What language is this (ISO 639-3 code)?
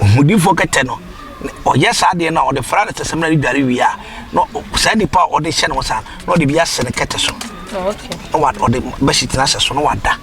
aka